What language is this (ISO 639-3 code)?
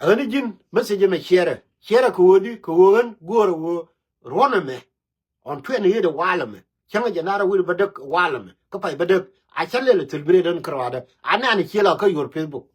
nus